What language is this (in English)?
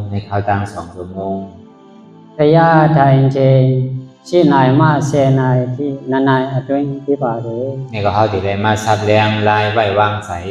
Shan